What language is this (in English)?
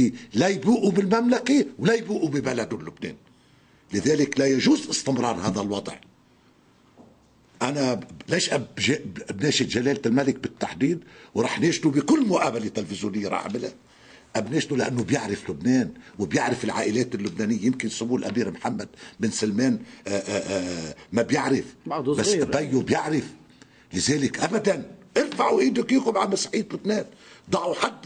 North Levantine Arabic